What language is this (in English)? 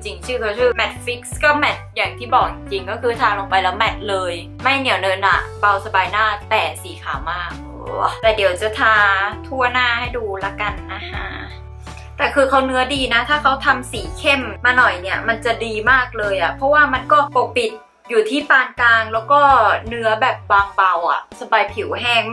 Thai